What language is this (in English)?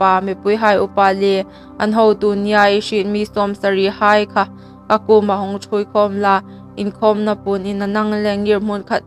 Hmar